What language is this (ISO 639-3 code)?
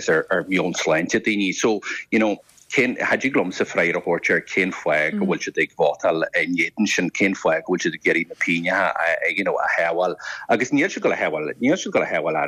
gle